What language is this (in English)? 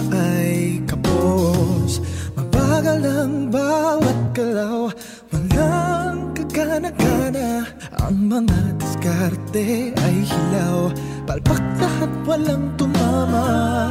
Filipino